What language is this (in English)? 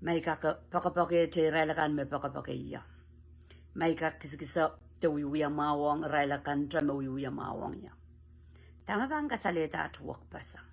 Pohnpeian